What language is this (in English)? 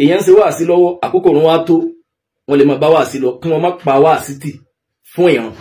Yoruba